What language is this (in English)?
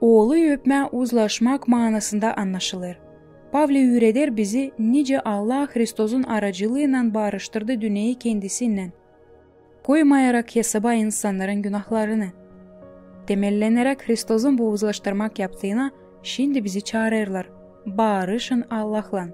Gagauz